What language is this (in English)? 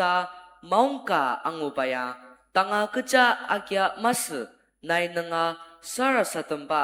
Ao Naga